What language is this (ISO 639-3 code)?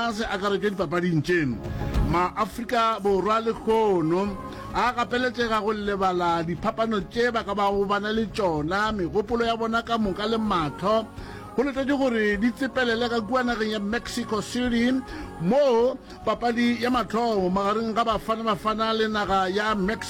nso